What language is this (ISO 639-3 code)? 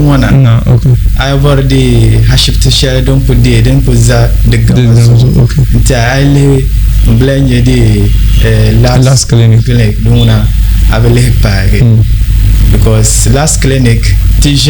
dag